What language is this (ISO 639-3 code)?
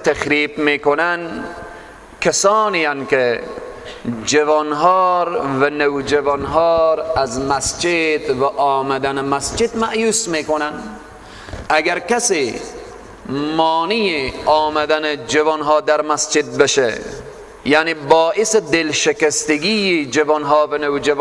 fas